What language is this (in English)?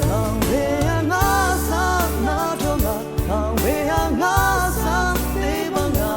Rawang